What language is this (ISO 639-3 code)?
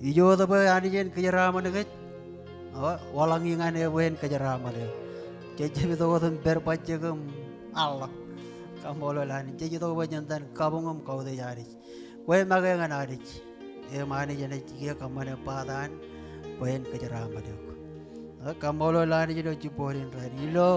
mah